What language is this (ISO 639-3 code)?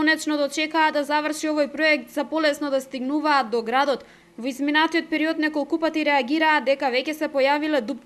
mkd